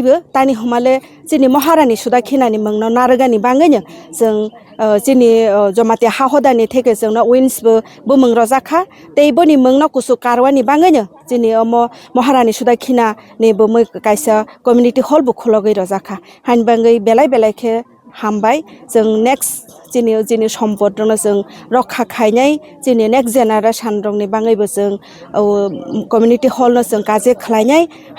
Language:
Kok Borok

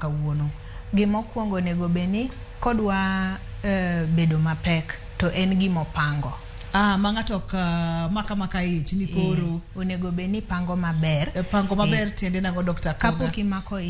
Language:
Luo (Kenya and Tanzania)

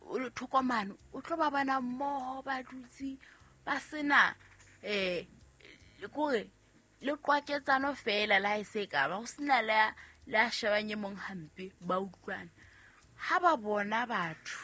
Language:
Southern Sotho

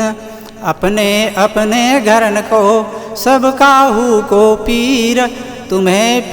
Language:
Chhattisgarhi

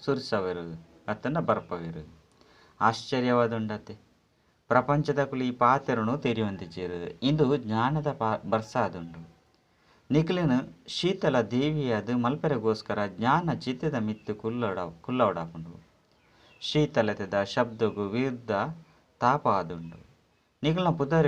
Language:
Tulu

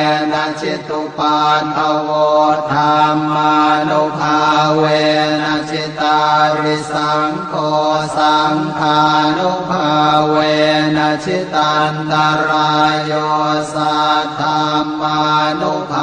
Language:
Pali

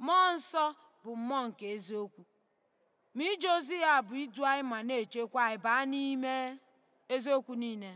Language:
Igbo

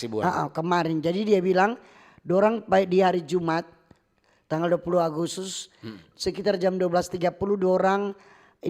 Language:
Manado Malay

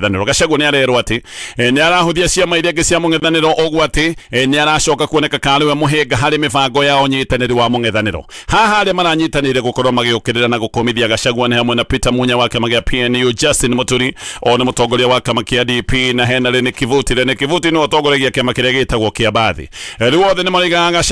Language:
Kikuyu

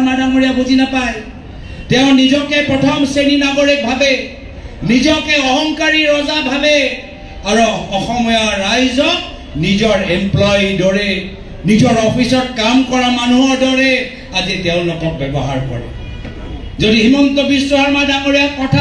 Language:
Assamese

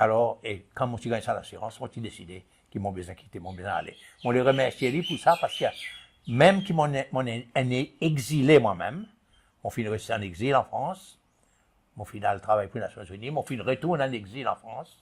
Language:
Seselwa Creole French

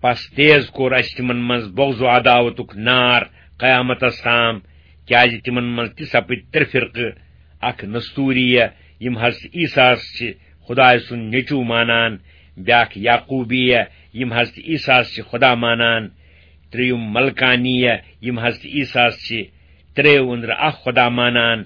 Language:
Kashmiri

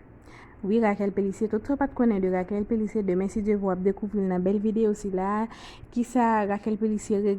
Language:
Haitian Creole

